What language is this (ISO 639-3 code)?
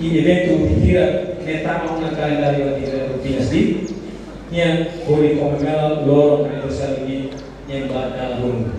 tet